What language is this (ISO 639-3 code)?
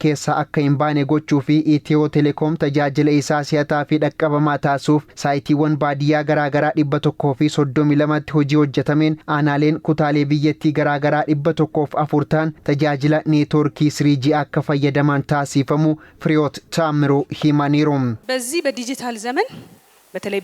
orm